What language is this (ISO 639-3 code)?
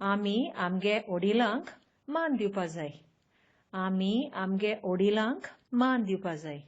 kok